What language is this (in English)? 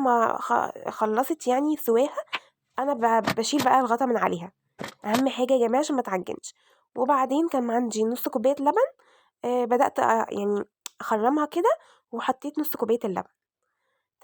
Egyptian Arabic